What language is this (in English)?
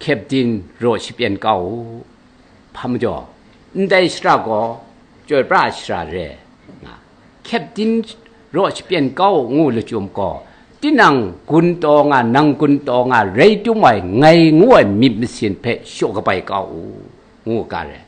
Kachin